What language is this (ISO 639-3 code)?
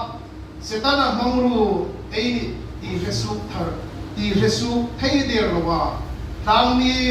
hmr